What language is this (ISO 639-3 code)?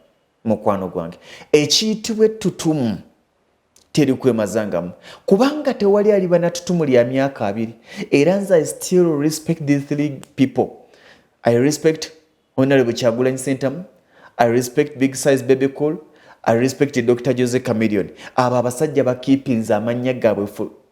lug